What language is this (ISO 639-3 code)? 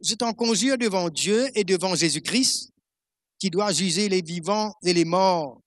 mfe